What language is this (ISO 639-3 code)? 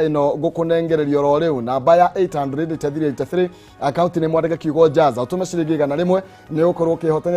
kik